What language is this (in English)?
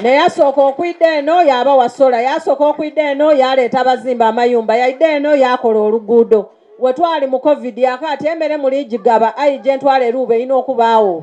Soga